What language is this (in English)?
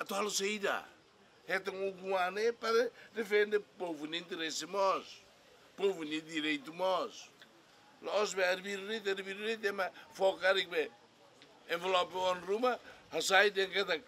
Tetum